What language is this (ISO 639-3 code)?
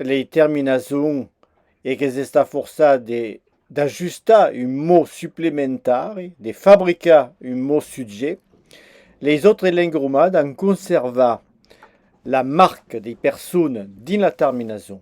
oci